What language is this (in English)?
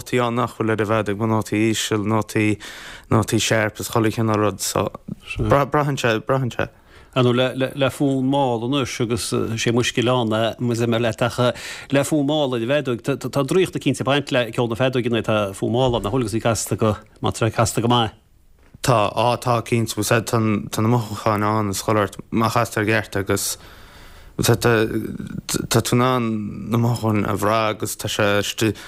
Irish